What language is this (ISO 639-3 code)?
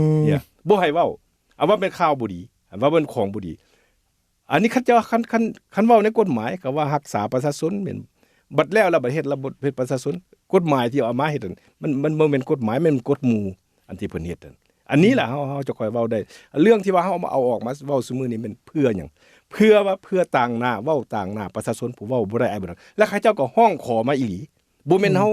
lao